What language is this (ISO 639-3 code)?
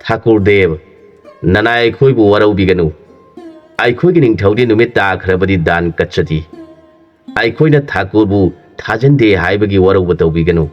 mni